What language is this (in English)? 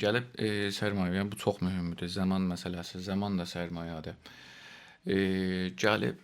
South Azerbaijani